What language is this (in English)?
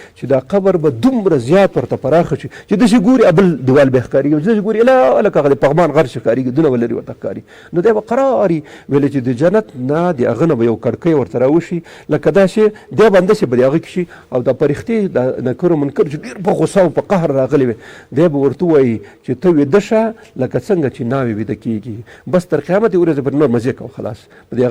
Pashto